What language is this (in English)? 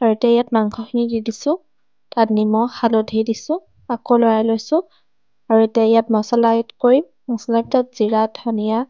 Assamese